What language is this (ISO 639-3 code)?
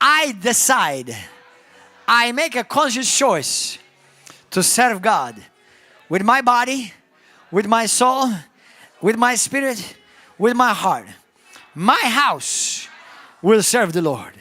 eng